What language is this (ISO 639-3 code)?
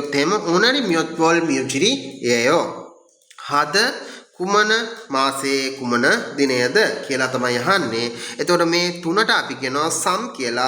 sin